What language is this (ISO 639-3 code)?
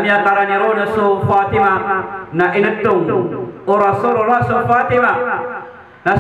mrw